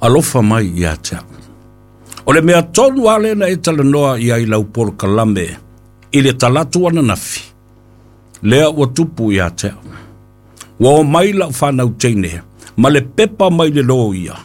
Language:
Samoan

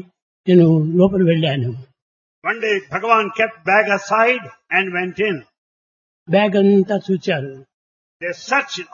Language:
Telugu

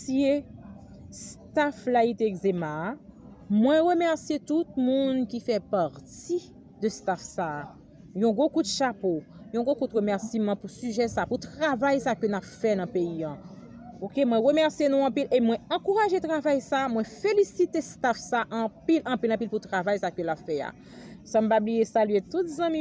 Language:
Haitian Creole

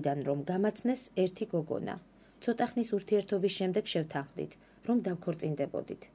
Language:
Georgian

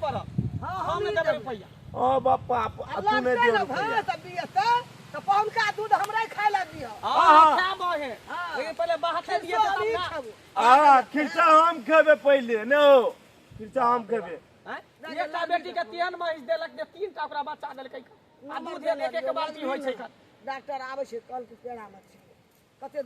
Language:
Maithili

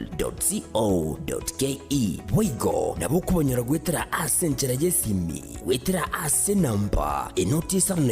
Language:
Gusii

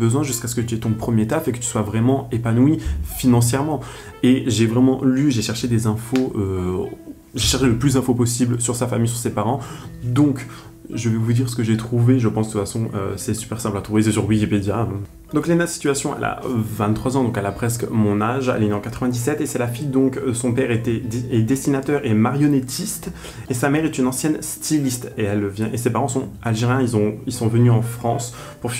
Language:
French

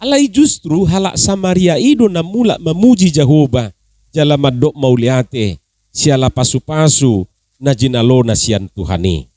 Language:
Batak Toba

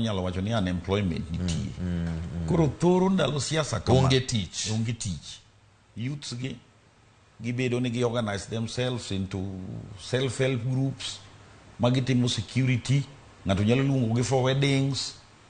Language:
Luo (Kenya and Tanzania)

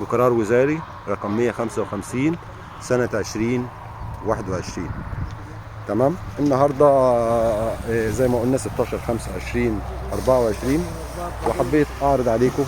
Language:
Egyptian Arabic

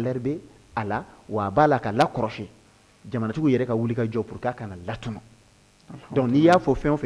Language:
Bambara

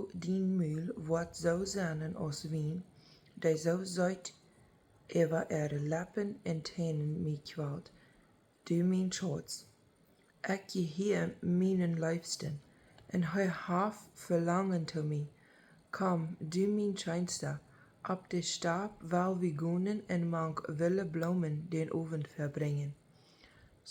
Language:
Plautdietsch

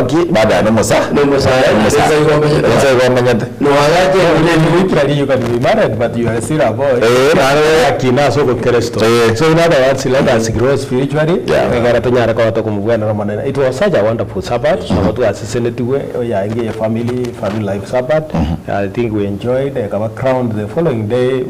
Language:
Gusii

